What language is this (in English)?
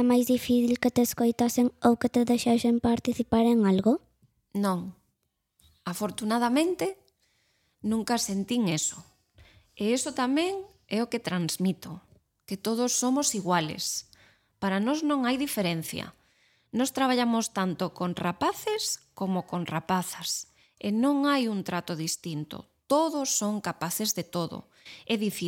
Galician